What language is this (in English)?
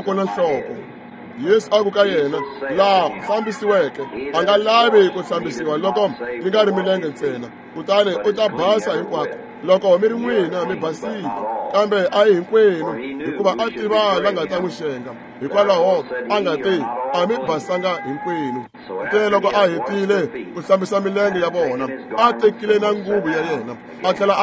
Tsonga